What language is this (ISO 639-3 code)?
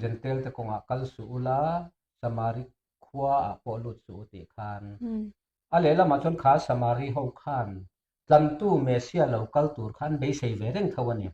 lus